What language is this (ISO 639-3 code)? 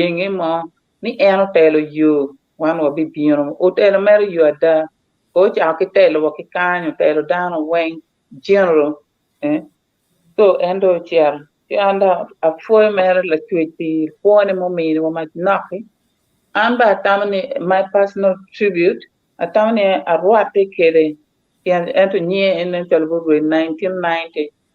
ach